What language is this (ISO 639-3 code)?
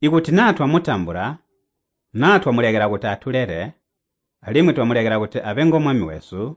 toi